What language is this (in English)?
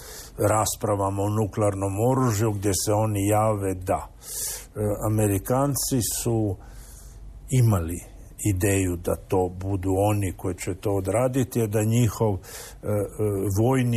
Croatian